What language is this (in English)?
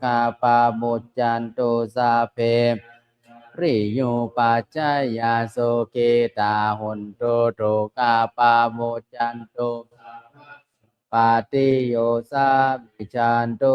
Pali